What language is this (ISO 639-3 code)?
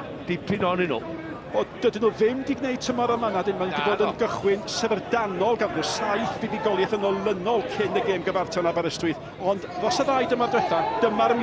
cym